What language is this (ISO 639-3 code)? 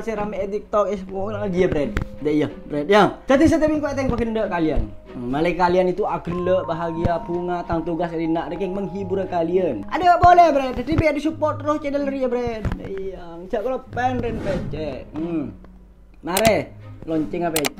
mad